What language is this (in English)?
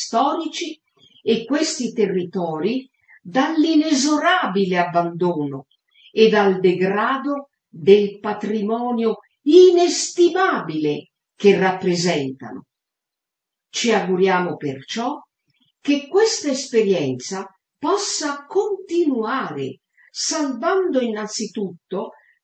Italian